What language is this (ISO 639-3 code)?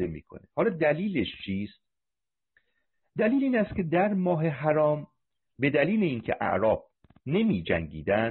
fas